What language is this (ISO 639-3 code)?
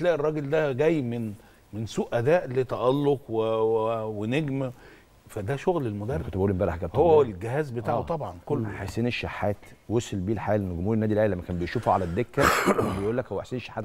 arz